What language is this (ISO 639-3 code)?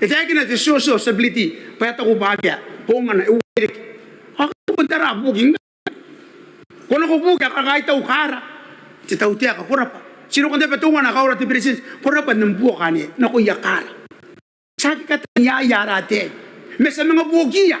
gil